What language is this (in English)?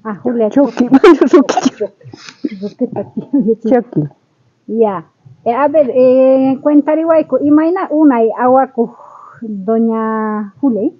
South Bolivian Quechua